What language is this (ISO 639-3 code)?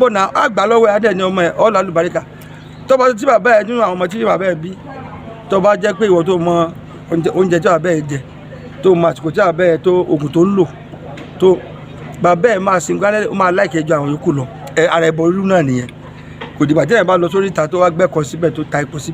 yor